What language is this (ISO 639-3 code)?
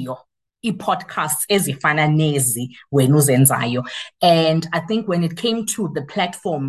xho